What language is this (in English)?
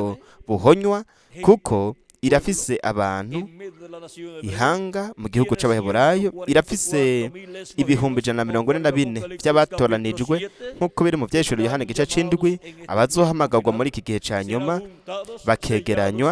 Rundi